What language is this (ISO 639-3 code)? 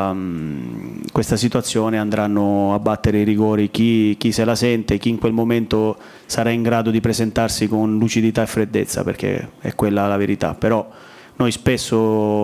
ita